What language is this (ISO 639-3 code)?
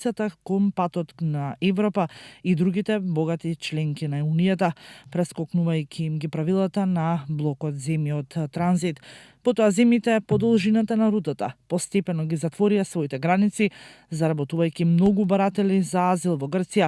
mkd